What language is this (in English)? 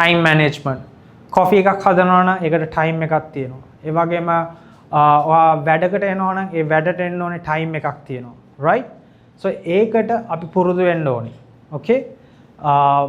Sinhala